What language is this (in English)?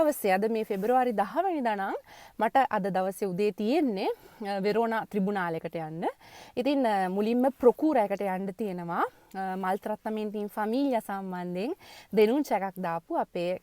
Sinhala